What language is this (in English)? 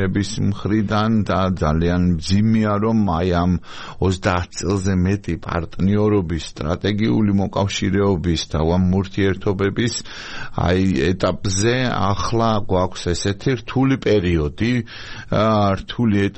Georgian